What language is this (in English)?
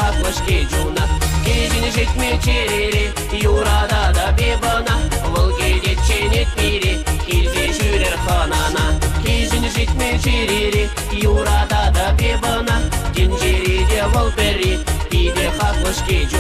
Chuvash